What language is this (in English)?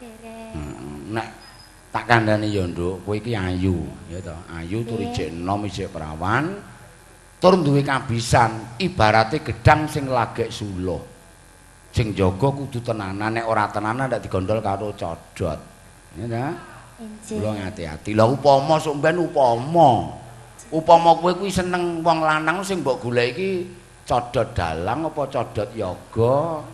Javanese